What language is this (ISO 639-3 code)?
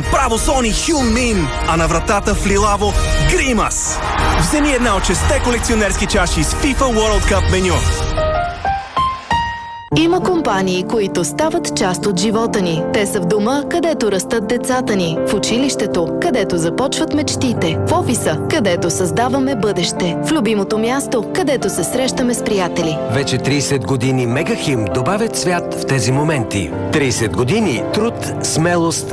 bul